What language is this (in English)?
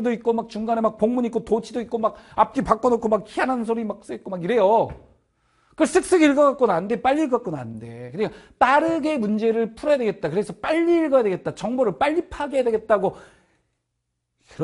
Korean